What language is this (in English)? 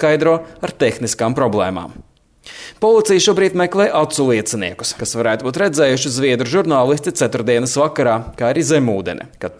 Latvian